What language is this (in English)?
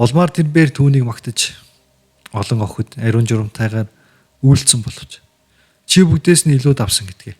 Mongolian